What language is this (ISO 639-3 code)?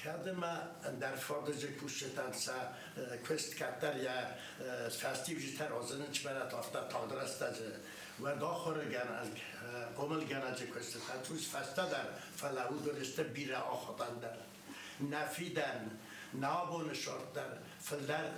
oss